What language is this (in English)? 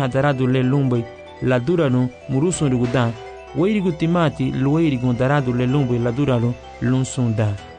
Garifuna